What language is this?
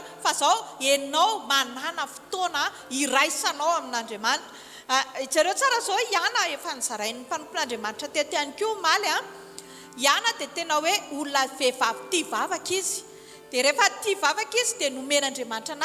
Malagasy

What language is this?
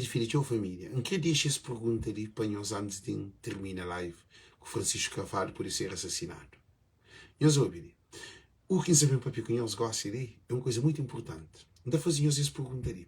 Kabuverdianu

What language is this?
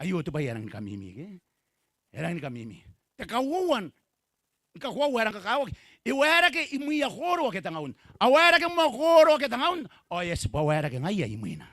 Gilbertese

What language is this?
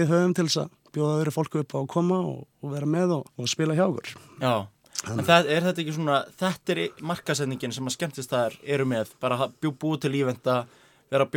Icelandic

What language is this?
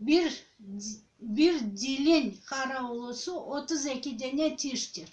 Crimean Tatar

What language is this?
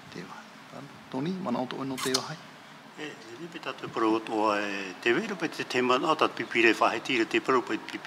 Tahitian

